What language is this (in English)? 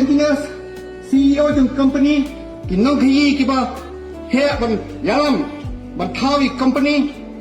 Khasi